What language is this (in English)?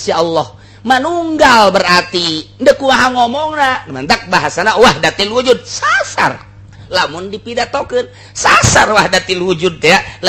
Sundanese